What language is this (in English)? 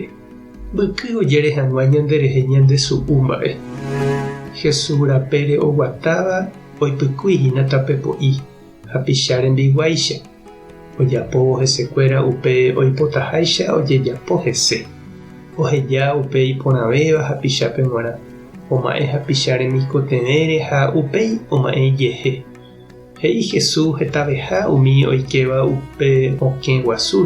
Guarani